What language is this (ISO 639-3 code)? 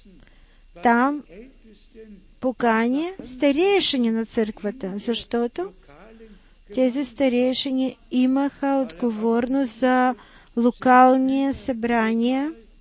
bul